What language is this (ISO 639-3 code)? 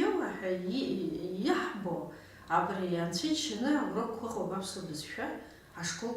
abk